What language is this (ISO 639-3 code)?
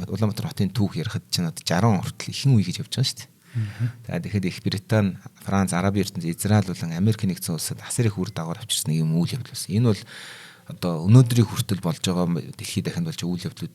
mon